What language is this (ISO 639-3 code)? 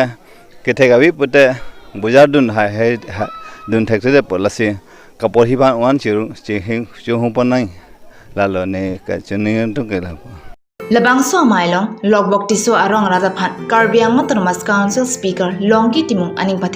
mjw